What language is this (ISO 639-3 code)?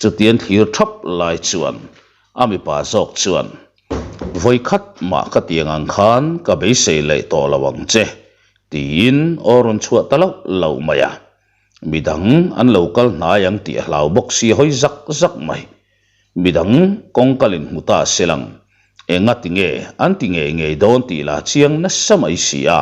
lus